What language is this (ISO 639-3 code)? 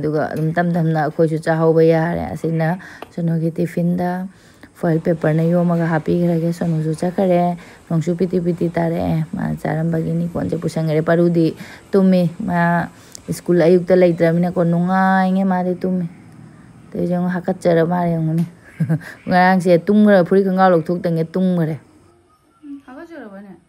mni